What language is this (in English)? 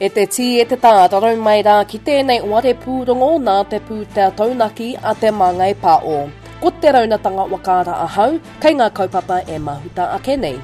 Māori